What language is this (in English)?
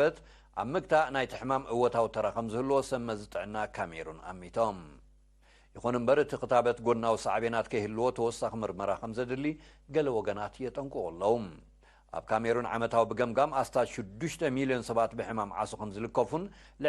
Tigrinya